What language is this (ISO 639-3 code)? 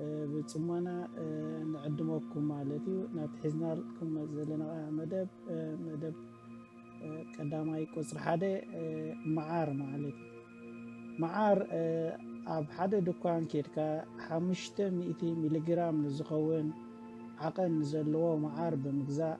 tir